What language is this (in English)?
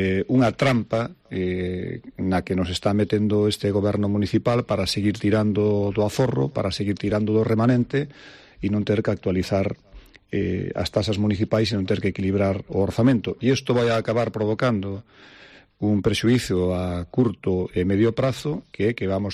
Galician